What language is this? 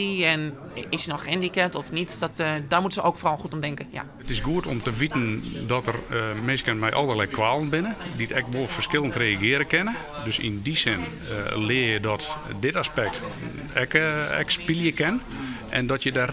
Western Frisian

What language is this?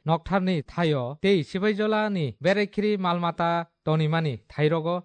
Kok Borok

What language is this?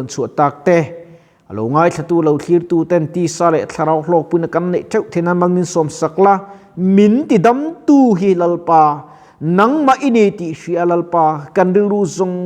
Mizo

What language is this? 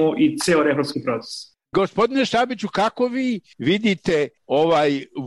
Serbian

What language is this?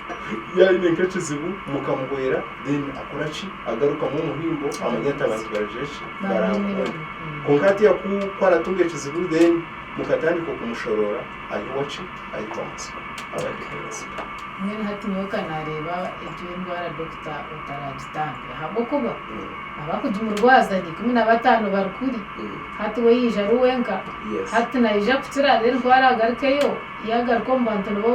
Nyankole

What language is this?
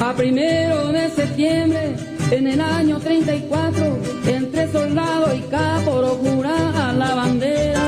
Guarani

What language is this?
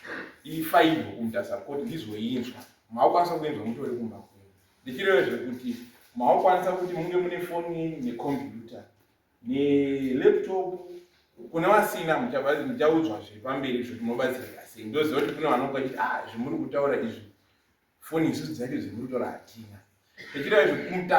Shona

